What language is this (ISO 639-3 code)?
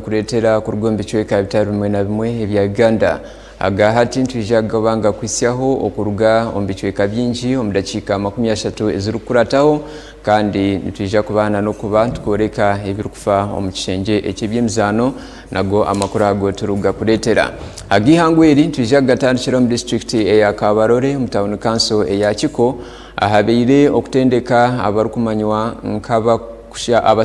nyn